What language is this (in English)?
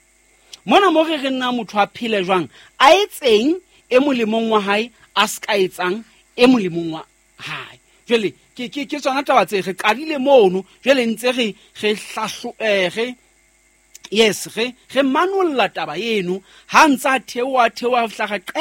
Southern Sotho